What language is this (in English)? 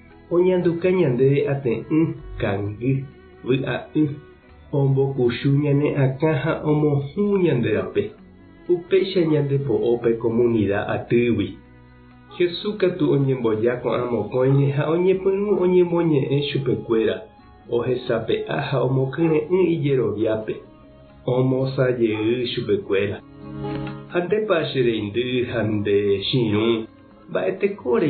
Guarani